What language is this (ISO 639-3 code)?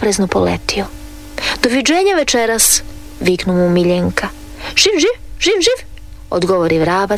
hrv